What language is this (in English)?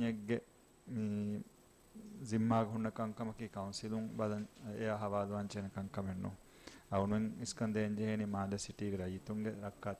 Divehi